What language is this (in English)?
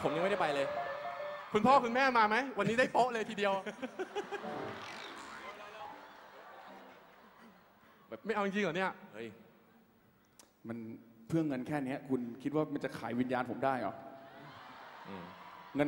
Thai